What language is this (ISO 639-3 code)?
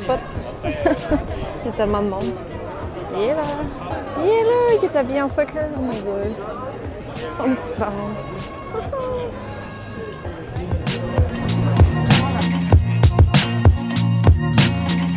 fra